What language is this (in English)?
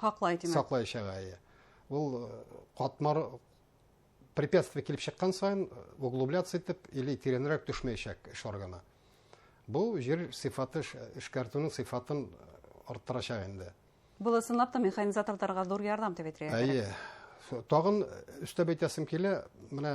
Bashkir